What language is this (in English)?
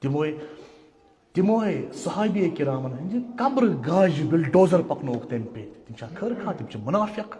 Kashmiri